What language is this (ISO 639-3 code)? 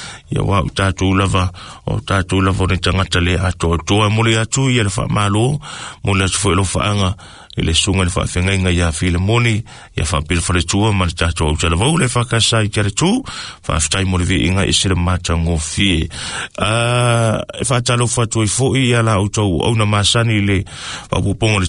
smo